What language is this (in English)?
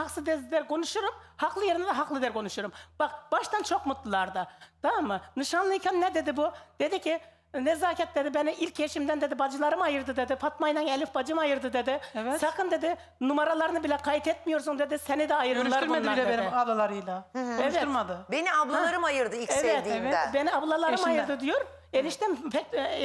Turkish